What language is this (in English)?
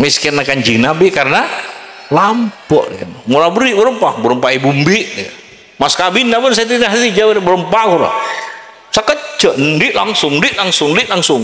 Madurese